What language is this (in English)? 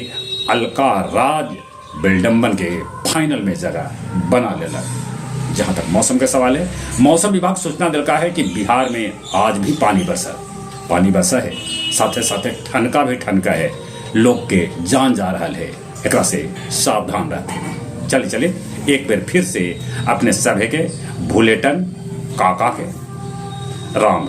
Magahi